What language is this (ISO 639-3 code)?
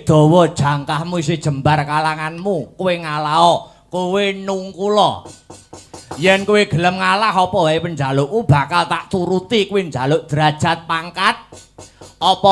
jav